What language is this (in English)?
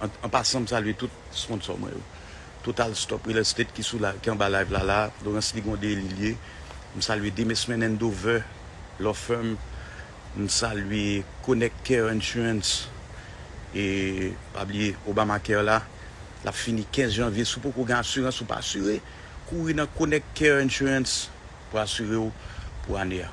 Haitian Creole